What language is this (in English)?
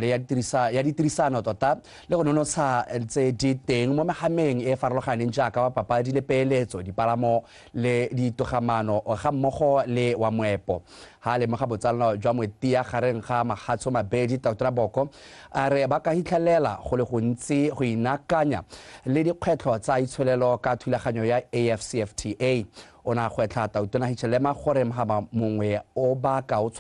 Tswana